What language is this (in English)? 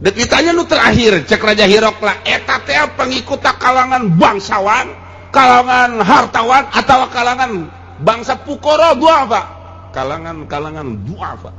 Sundanese